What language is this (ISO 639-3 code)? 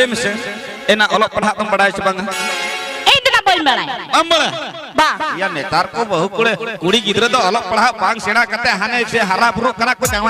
sat